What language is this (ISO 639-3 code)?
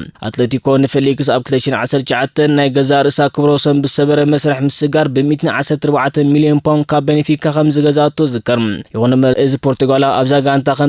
tir